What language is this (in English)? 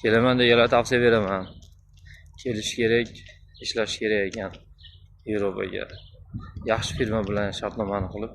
Uzbek